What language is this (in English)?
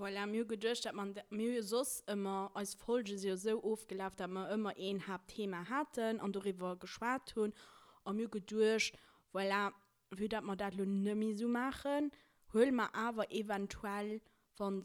Luxembourgish